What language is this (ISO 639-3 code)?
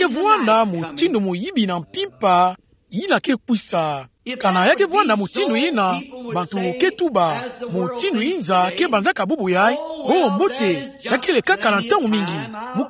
ktu